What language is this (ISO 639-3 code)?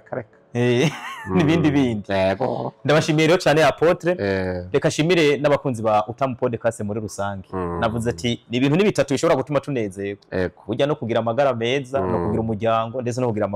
run